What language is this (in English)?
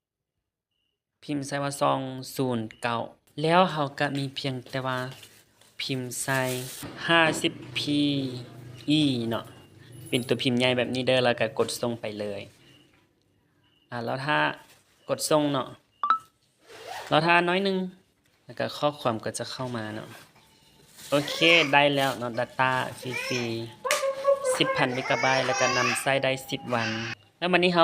Lao